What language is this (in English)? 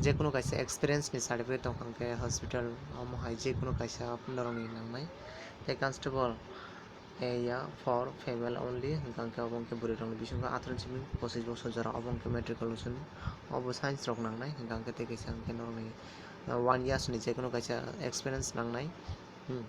Kok Borok